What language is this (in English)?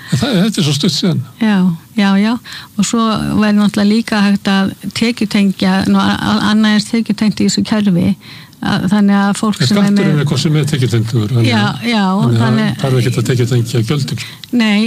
Icelandic